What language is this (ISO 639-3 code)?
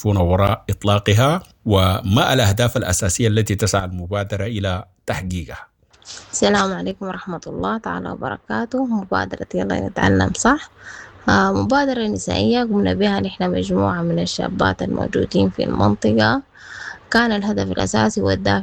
apd